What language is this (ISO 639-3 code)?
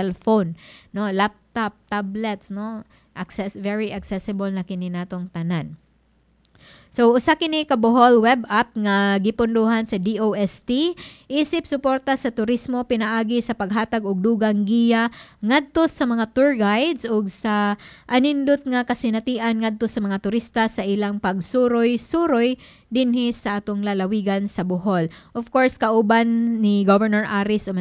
ceb